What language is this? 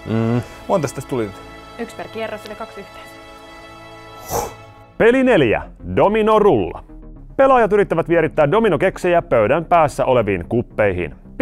Finnish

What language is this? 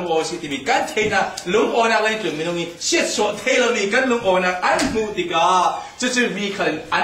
Falam Chin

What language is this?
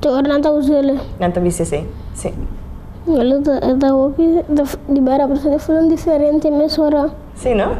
Papiamento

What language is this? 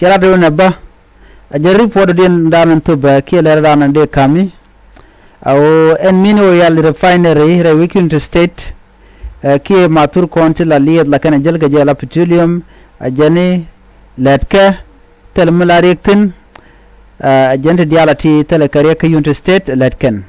Nuer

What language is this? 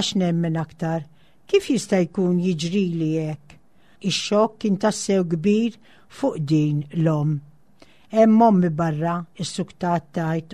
Maltese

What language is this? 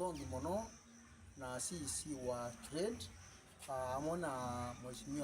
Meru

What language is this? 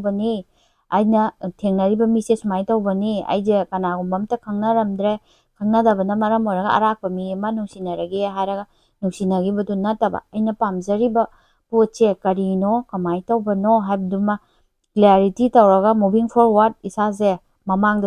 Manipuri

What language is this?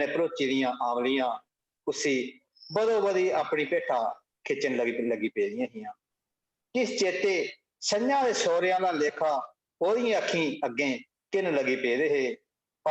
Dogri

